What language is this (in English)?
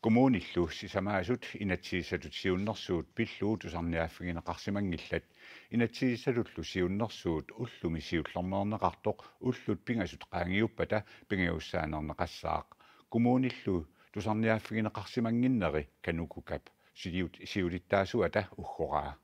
Kalaallisut